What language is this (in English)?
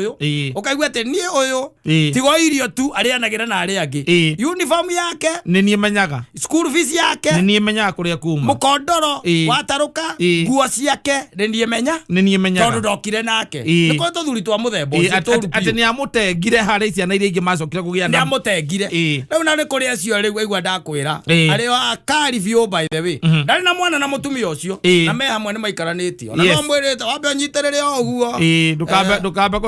Kikuyu